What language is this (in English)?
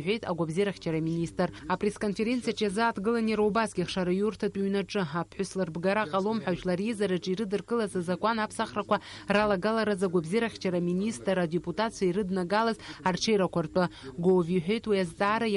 Abkhazian